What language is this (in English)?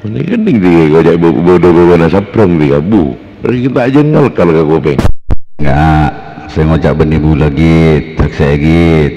Madurese